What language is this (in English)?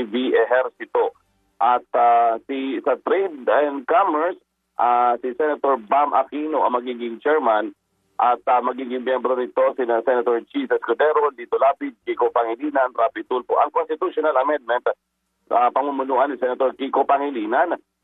Filipino